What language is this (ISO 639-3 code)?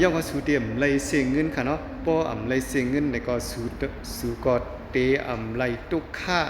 shn